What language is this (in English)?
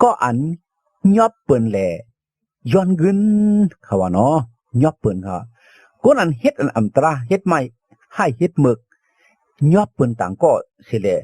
Shan